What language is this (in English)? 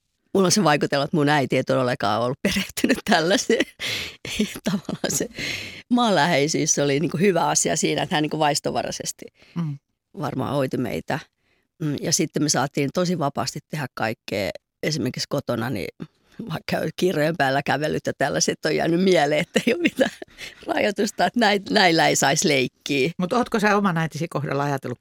Finnish